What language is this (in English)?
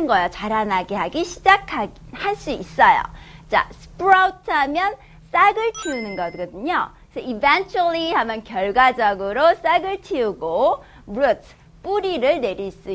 Korean